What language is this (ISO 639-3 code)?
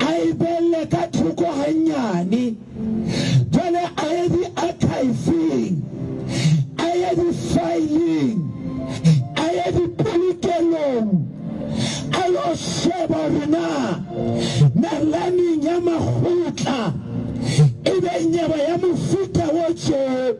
sot